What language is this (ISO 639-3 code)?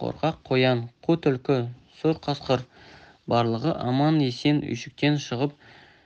kaz